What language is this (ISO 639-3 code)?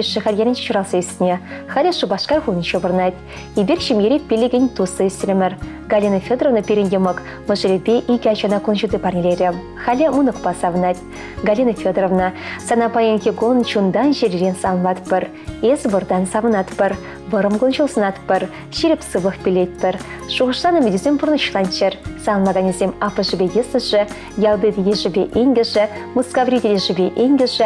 chv